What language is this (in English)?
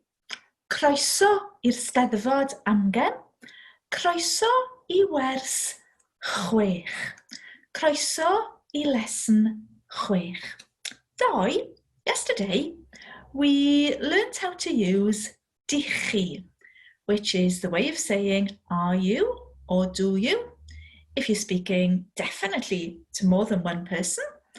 Welsh